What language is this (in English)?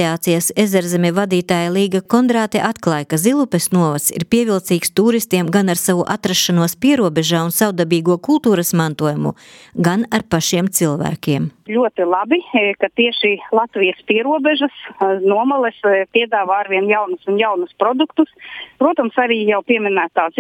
Latvian